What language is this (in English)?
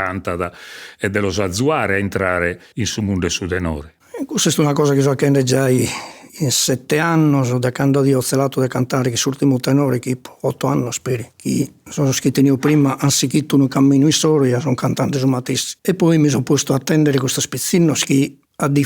Sardinian